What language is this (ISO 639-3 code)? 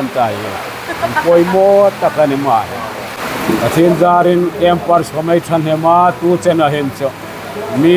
hmr